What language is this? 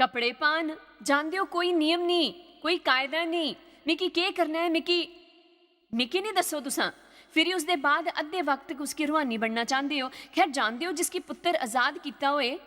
Dogri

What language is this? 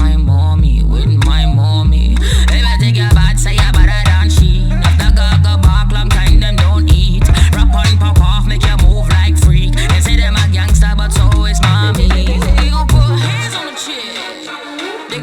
Paite Chin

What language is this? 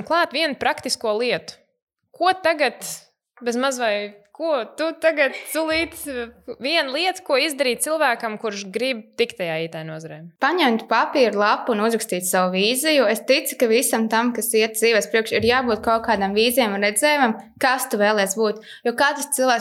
Latvian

